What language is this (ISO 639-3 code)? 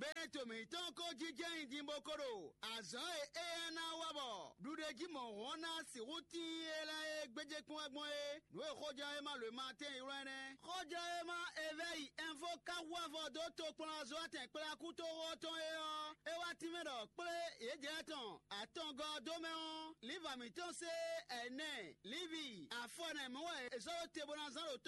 fon